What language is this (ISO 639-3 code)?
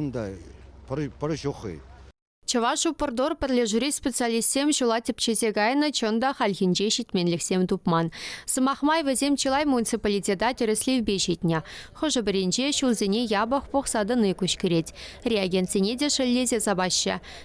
chv